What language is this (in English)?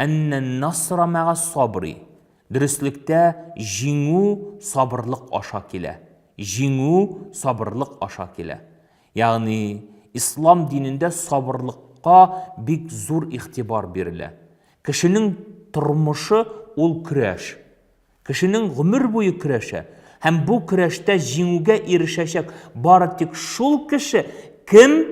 Tatar